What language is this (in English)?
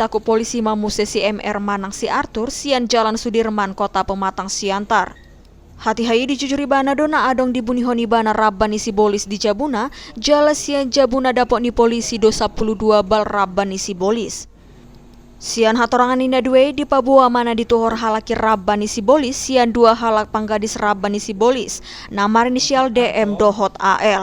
Batak Toba